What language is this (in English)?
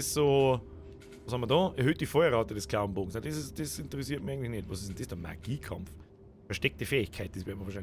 Bavarian